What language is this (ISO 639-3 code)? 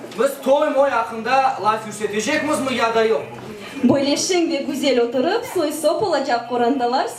crh